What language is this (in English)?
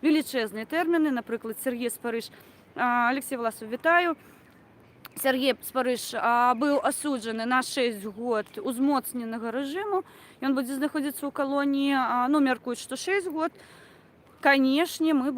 Belarusian